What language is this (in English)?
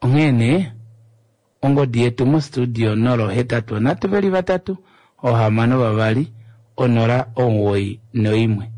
Kuanyama